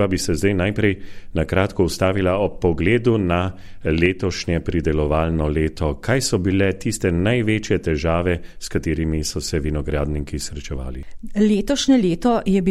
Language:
Slovenian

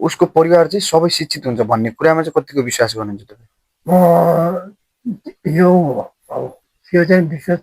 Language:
Nepali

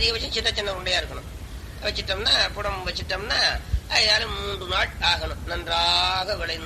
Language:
Tamil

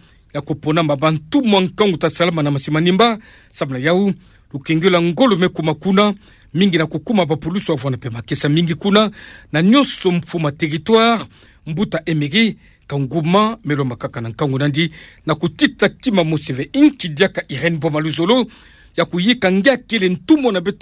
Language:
Kituba (Democratic Republic of Congo)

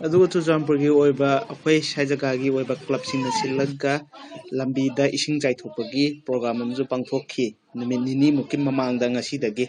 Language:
Manipuri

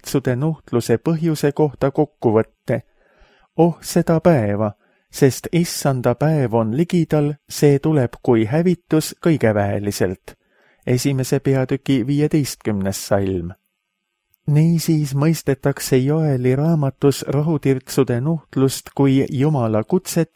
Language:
Estonian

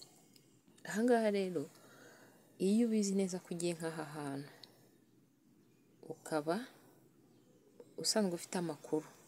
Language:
Kinyarwanda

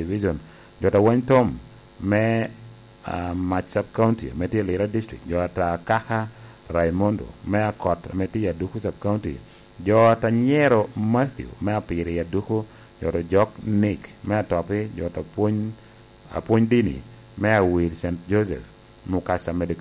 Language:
Lango (Uganda)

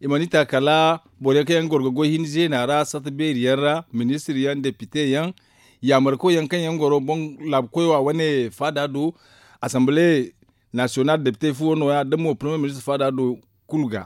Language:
Zarma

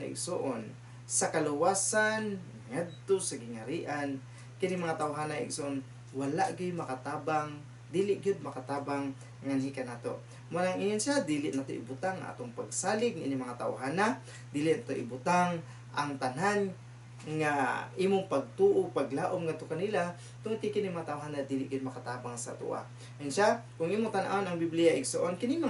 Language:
Cebuano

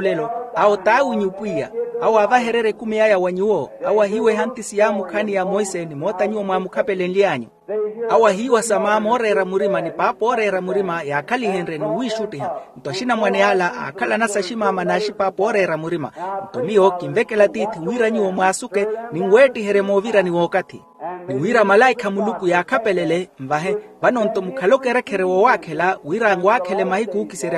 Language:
Makhuwa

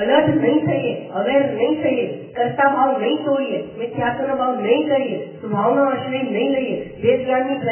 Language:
Gujarati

